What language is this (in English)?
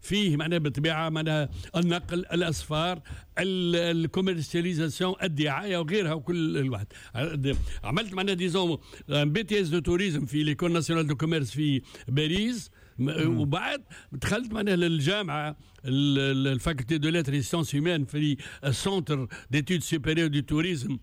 Tunisian Arabic